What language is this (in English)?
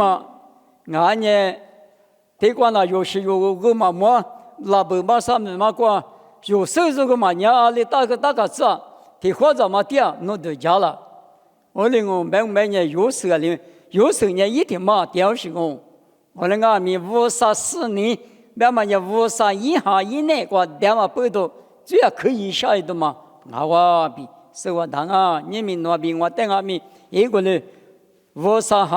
Lisu